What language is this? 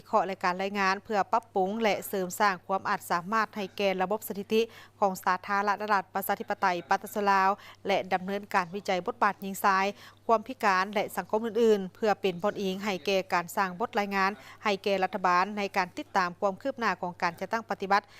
Lao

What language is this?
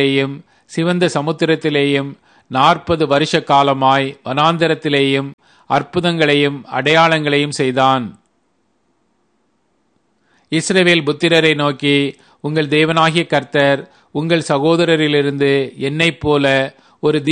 Tamil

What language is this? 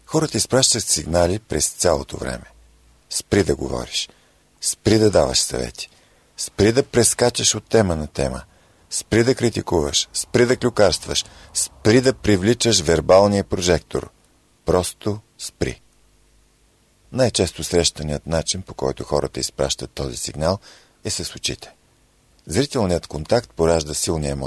Bulgarian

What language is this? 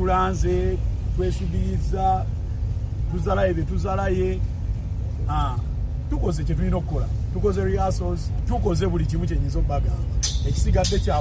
Ganda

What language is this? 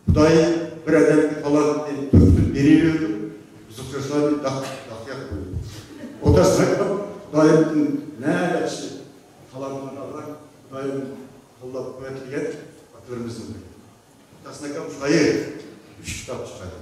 Uyghur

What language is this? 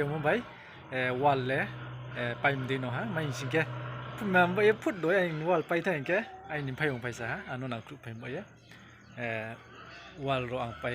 Riang (India)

